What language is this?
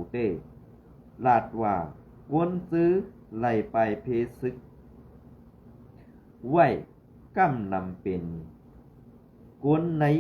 Shan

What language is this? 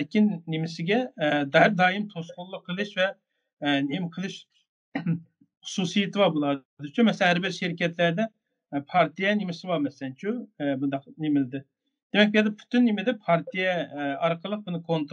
Uyghur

